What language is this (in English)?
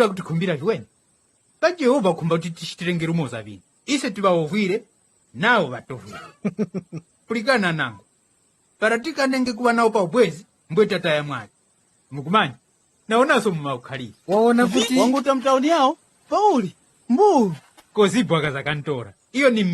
Tumbuka